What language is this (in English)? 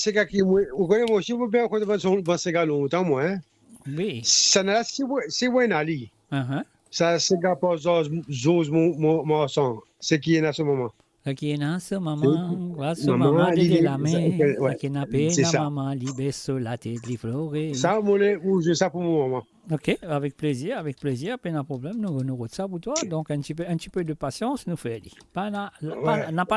Morisyen